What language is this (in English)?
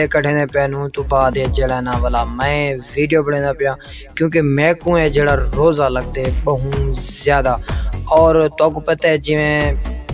Saraiki